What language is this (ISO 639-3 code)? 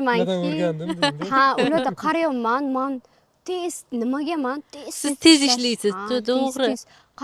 uzb